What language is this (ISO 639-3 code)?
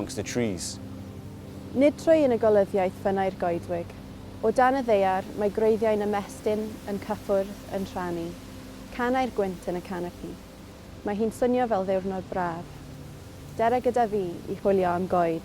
cym